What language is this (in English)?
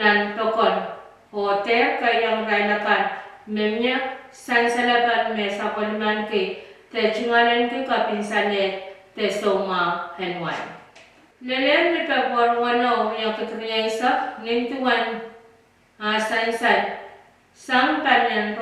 Pohnpeian